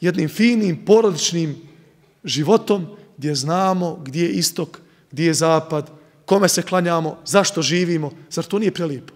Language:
Bosnian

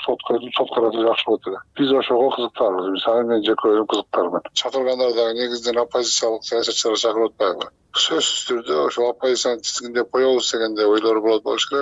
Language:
Kyrgyz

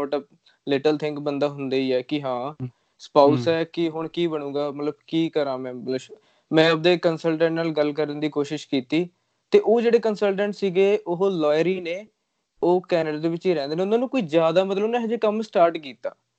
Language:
Punjabi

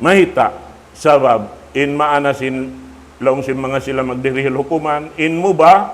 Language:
Tausug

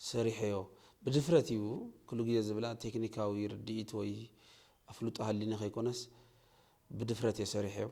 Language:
Tigrinya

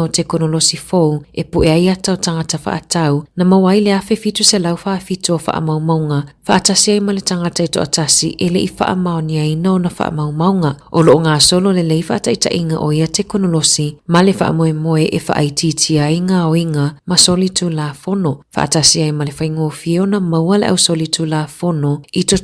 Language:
Samoan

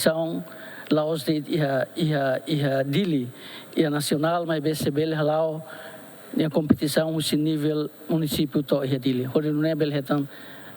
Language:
Tetum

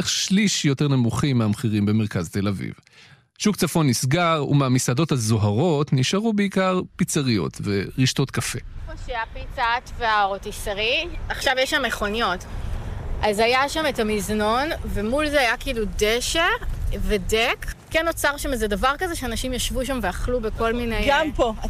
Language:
Hebrew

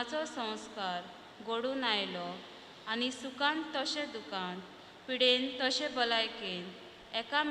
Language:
Konkani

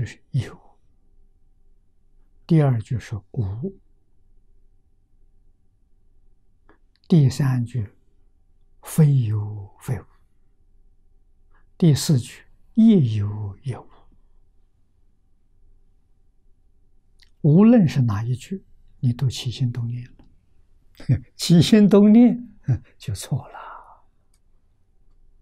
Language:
Chinese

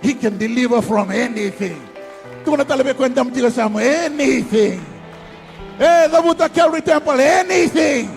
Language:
Fijian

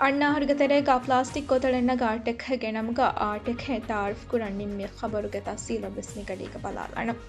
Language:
Divehi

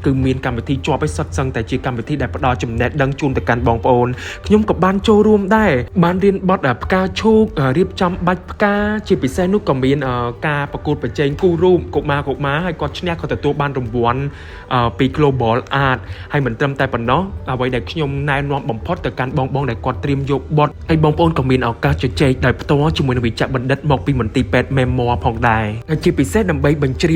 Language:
Khmer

